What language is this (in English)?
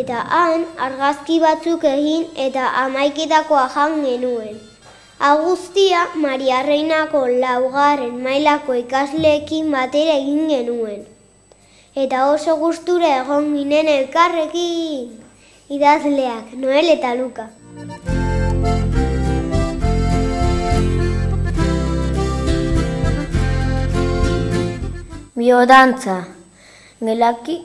Basque